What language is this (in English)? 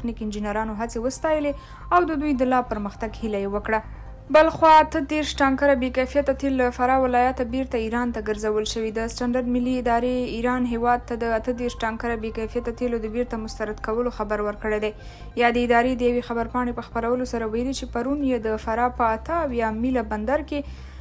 Pashto